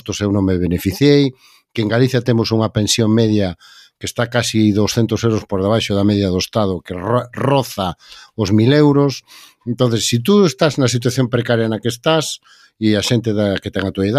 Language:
Galician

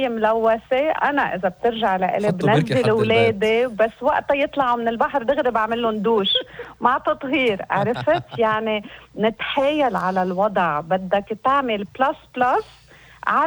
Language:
North Levantine Arabic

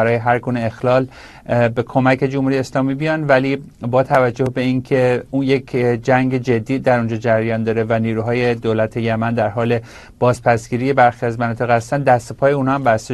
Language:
Persian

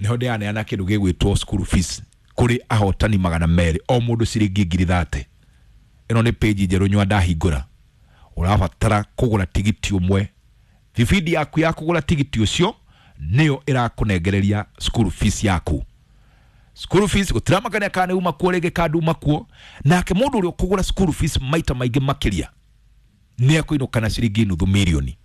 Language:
Kikuyu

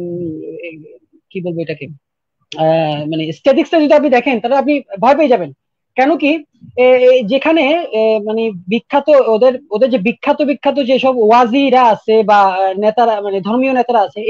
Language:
Bangla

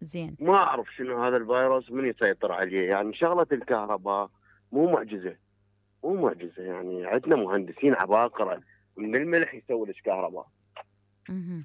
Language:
Mesopotamian Arabic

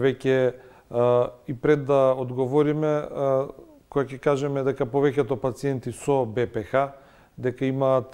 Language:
Macedonian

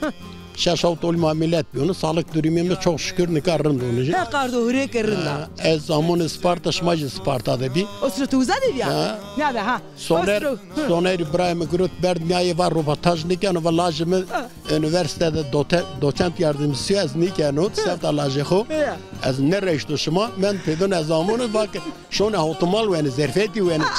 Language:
Zaza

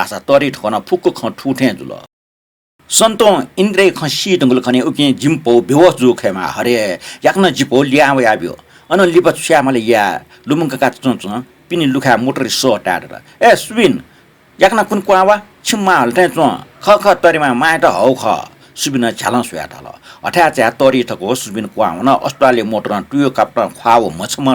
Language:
Newari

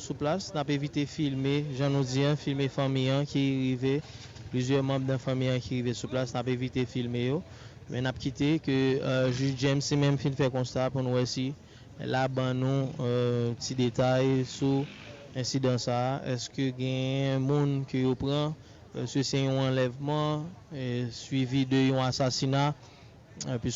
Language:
Haitian Creole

